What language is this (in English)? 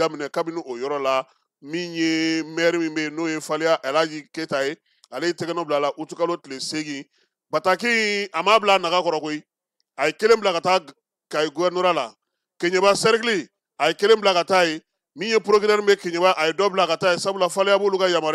Bambara